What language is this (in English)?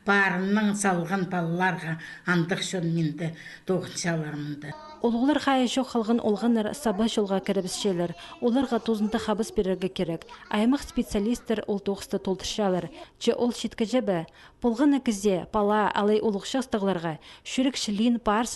Khakas